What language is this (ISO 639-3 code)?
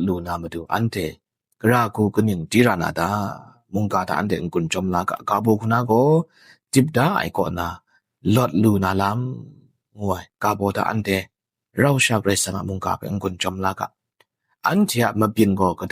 kac